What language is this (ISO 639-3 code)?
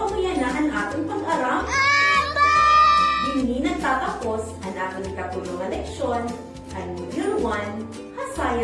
war